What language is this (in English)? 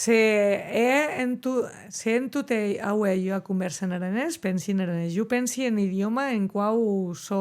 Occitan